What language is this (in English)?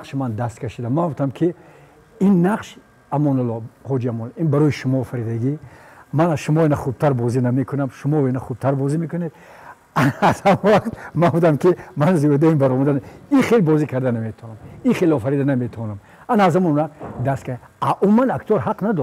Tajik